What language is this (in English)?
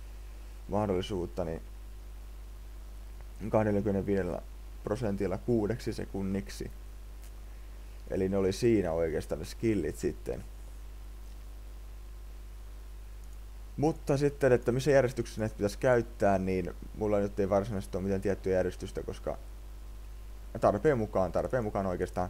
Finnish